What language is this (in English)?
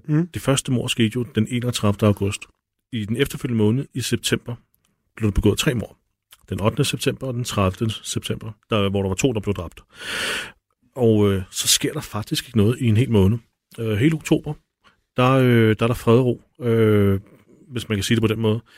Danish